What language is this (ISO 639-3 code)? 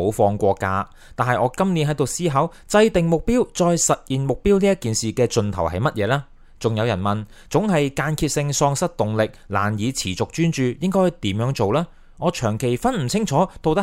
yue